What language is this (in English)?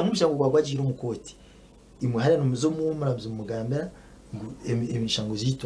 Nyankole